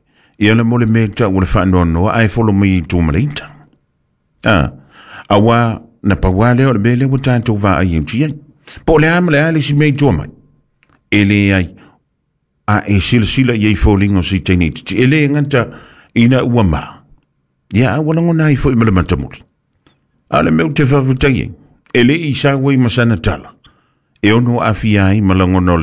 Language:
Samoan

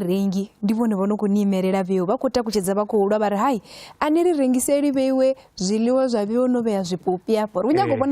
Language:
Venda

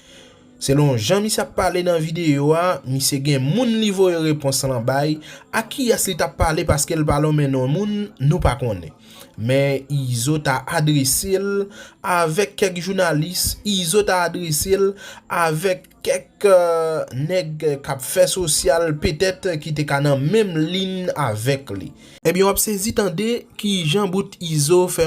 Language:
Haitian Creole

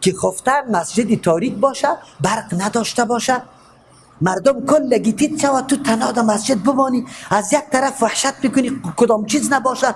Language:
Persian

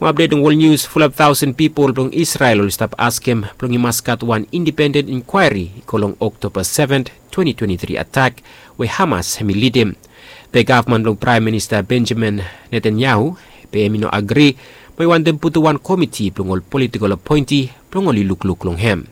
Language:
Bislama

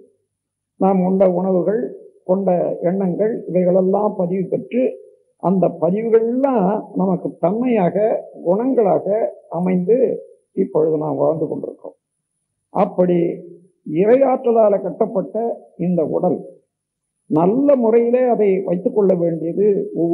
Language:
Tamil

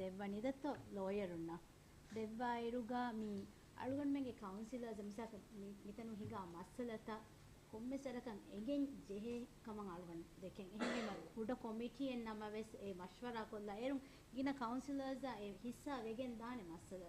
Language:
Divehi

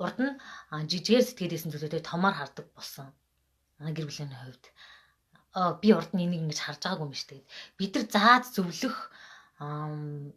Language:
Mongolian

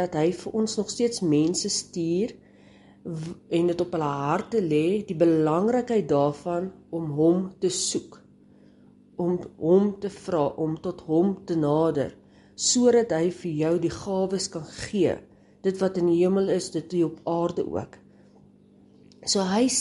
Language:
Afrikaans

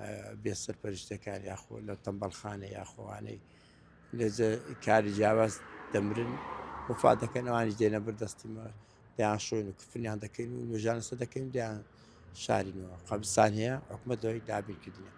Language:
Central Kurdish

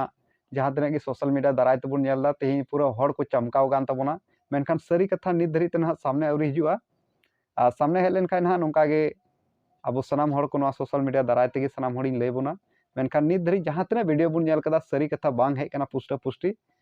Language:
Santali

